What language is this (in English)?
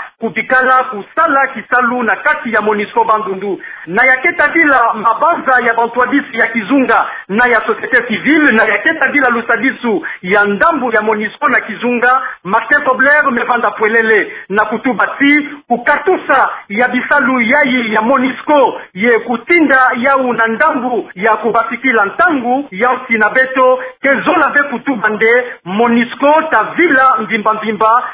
Kituba (Democratic Republic of Congo)